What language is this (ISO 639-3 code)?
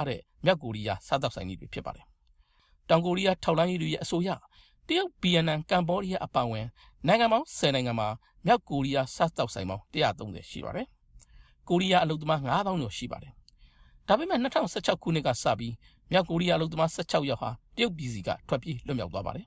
mya